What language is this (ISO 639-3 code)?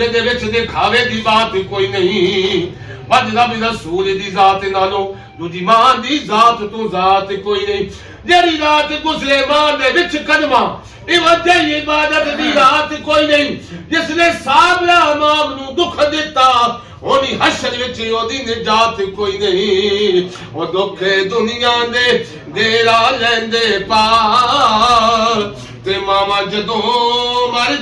phr